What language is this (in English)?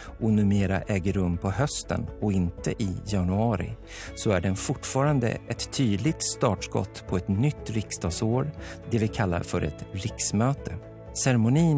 Swedish